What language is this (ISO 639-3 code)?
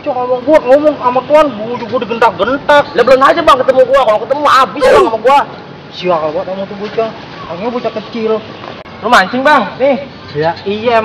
bew